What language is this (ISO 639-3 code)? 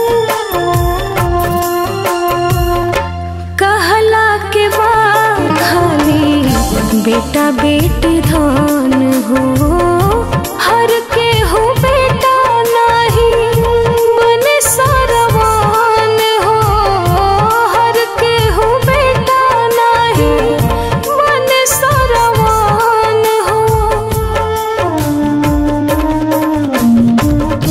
bho